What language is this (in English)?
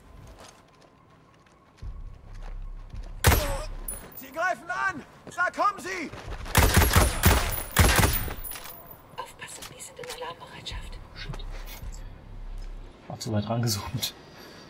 German